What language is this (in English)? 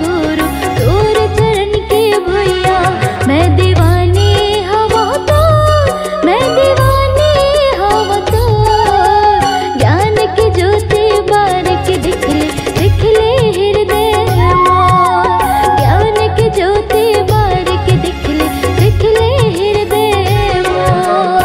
Chhattisgarhi